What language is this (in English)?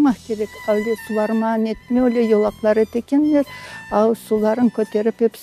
Crimean Tatar